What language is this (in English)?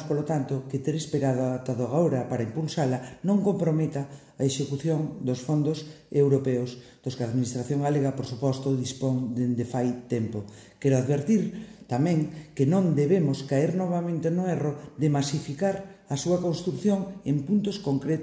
Galician